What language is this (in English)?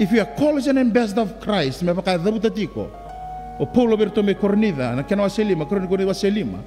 Fijian